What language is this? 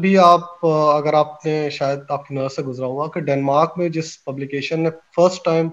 Urdu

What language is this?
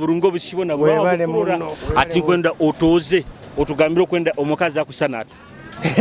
Nyoro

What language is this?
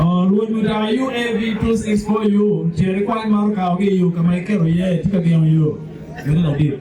Acoli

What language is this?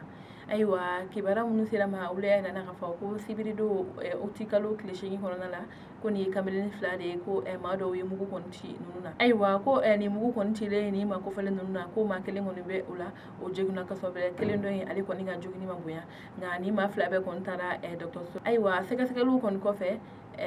Bambara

